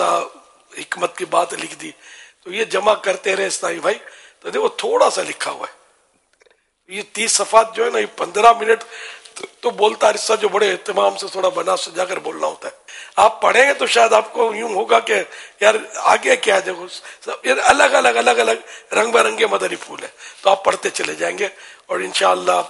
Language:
Urdu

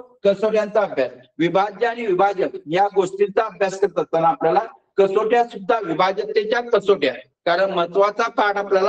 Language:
Marathi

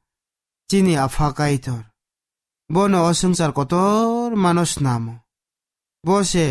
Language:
Kok Borok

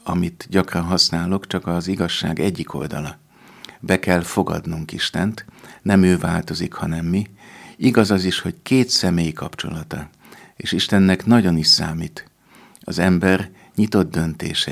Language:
Hungarian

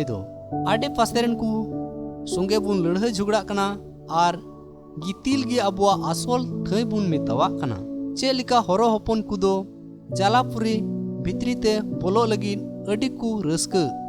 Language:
Santali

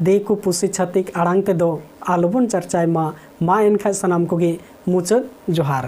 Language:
Santali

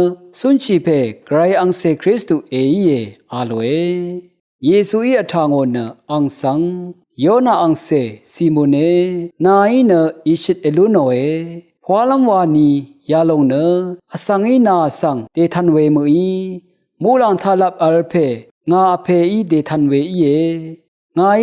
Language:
Rawang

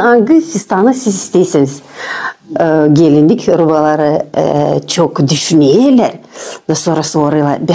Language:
Gagauz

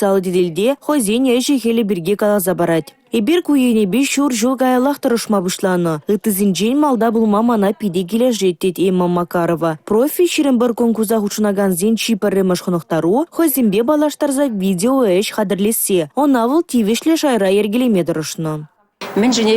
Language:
Chuvash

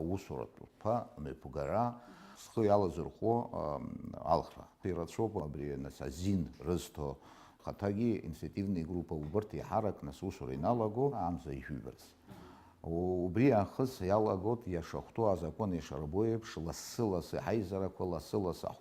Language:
Abkhazian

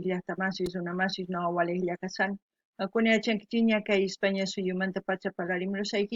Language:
South Bolivian Quechua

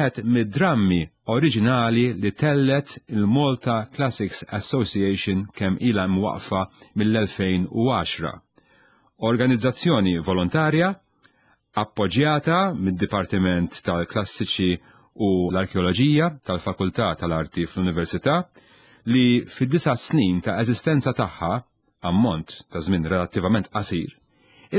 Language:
Maltese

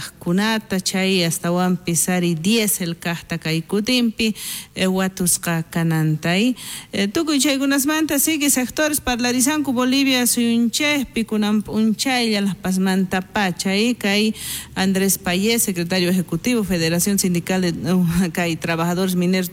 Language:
South Bolivian Quechua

